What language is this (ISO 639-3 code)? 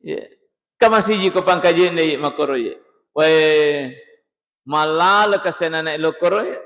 bug